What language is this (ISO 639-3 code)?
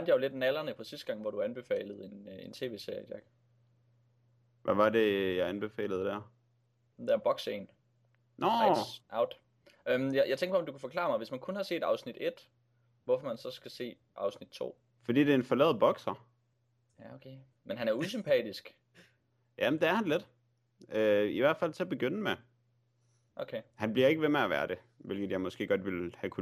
dan